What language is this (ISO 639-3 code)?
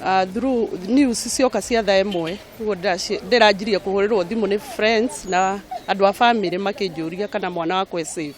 kik